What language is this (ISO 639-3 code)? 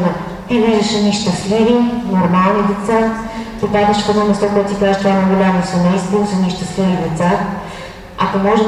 bul